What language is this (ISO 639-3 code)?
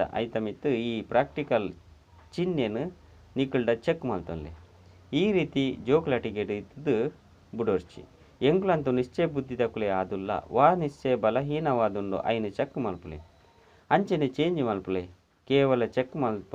tcy